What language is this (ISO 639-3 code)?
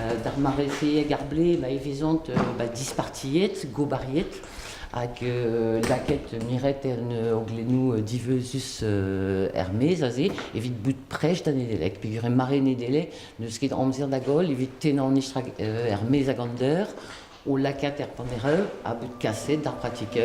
bre